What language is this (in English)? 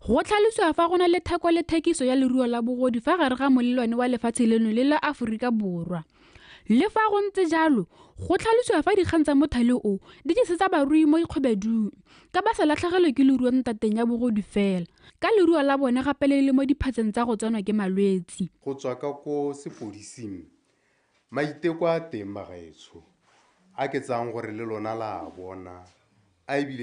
Tswana